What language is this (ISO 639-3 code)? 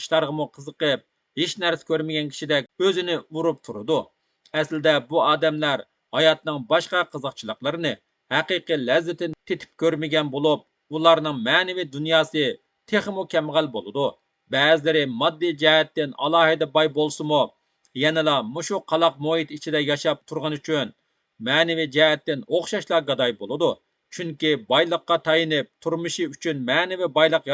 uig